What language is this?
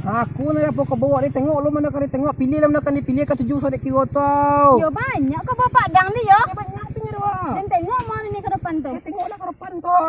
Minangkabau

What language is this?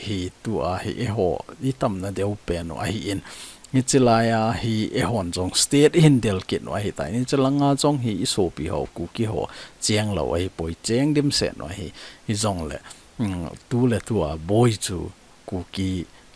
Thado Chin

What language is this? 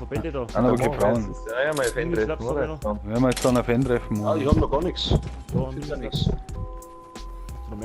Bavarian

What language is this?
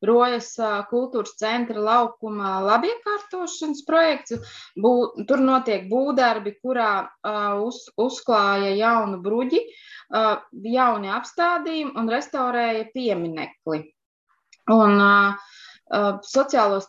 Latvian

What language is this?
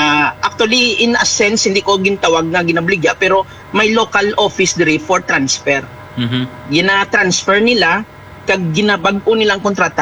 Hiligaynon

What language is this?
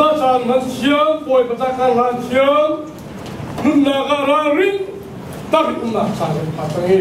Hakha Chin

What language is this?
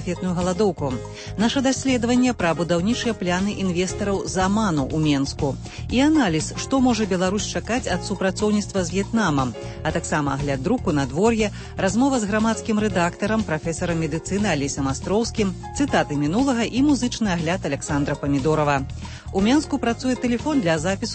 Belarusian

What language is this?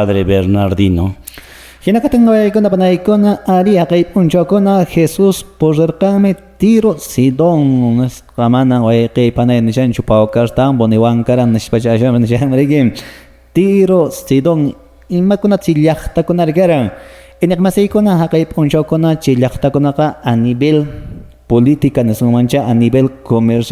Quechua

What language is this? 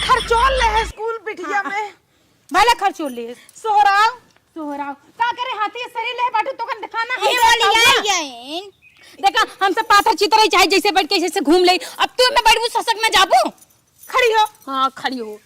Awadhi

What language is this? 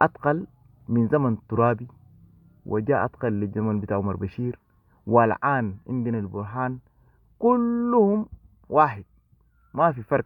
Sudanese Arabic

